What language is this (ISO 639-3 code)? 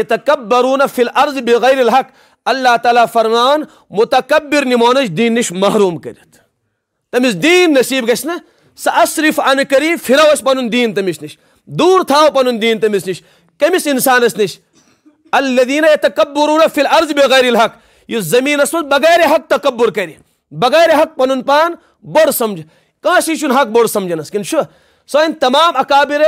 kas